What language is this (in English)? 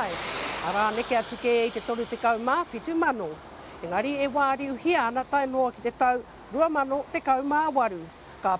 Māori